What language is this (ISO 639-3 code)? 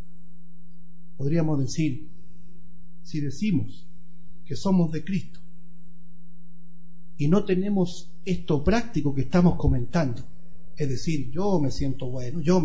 spa